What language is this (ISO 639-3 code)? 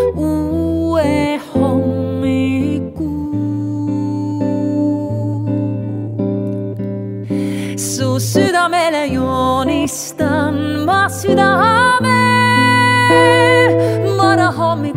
est